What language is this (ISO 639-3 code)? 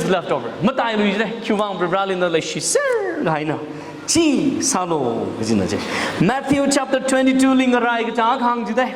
nmf